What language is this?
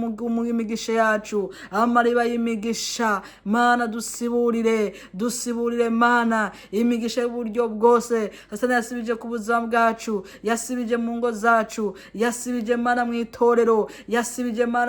Rundi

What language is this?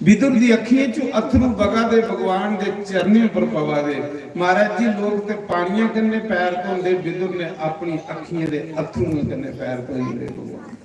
Dogri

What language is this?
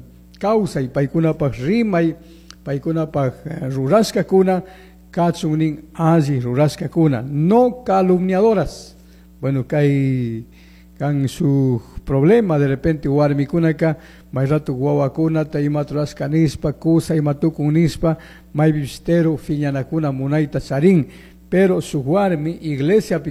Chimborazo Highland Quichua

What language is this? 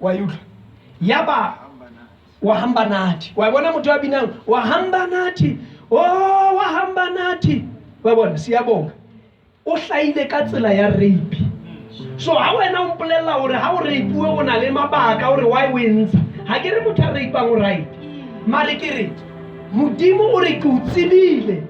Southern Sotho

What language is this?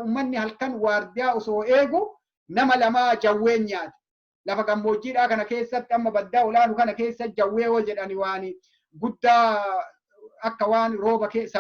Oromo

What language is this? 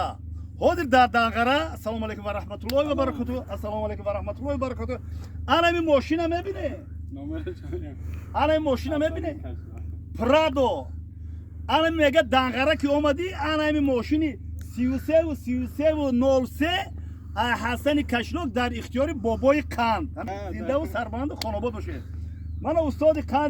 Tajik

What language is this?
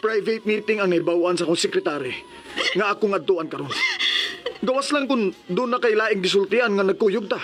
Cebuano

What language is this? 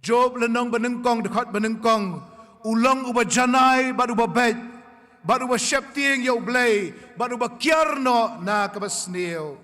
Khasi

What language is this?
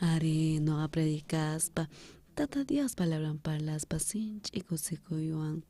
South Bolivian Quechua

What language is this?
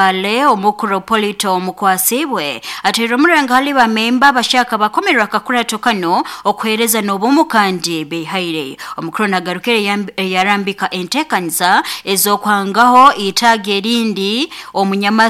Nyoro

